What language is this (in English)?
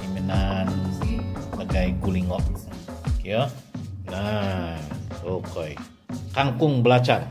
Central Dusun